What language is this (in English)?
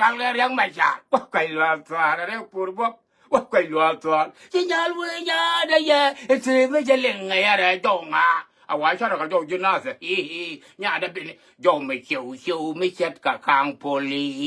Nuer